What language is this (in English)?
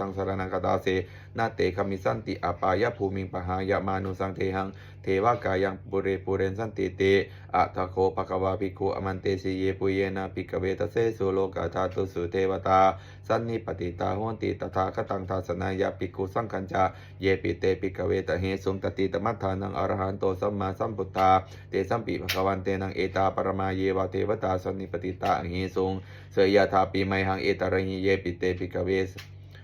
Pali